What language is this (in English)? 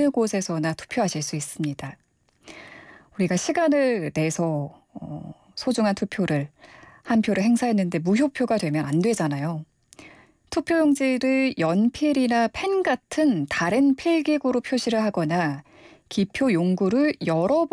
Korean